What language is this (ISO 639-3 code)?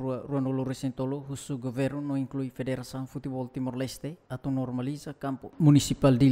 tet